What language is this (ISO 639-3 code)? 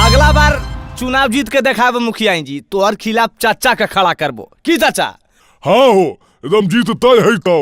mag